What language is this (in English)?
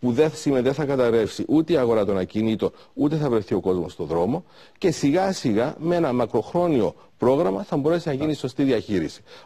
Greek